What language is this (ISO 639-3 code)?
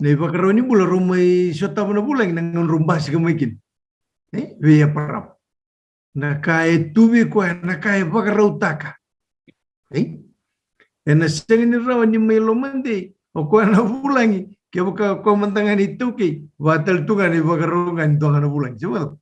fij